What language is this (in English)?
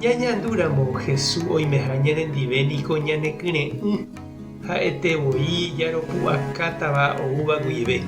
Guarani